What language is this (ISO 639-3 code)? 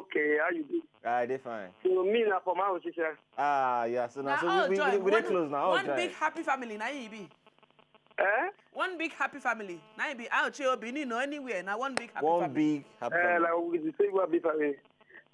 pcm